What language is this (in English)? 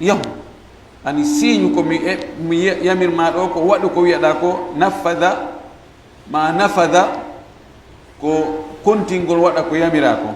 Fula